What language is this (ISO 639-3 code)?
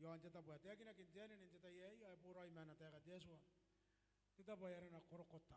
gil